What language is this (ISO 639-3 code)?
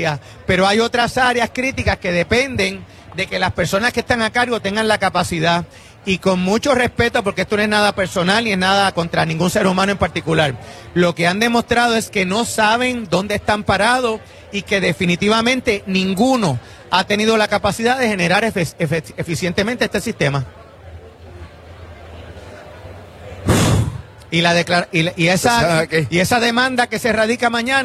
spa